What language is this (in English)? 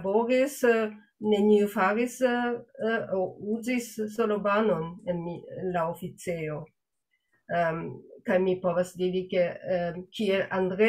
Esperanto